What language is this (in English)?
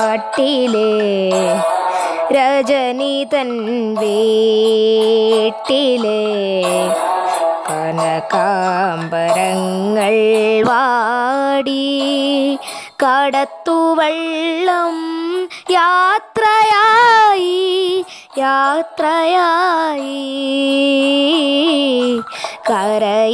Malayalam